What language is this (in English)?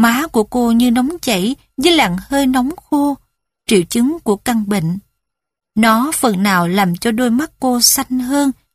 Vietnamese